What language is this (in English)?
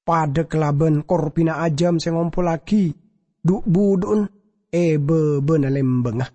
Madurese